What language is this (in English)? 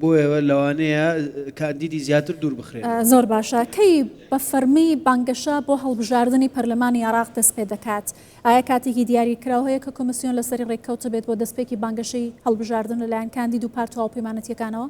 Central Kurdish